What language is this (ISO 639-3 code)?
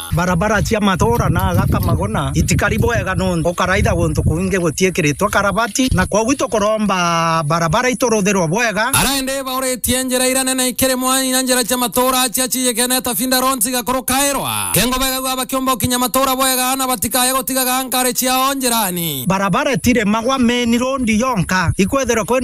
mer